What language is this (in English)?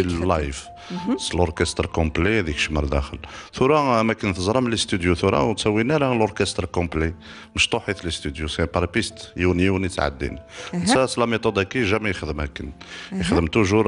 Kabyle